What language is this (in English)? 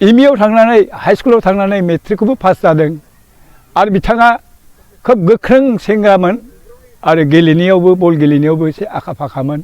Bodo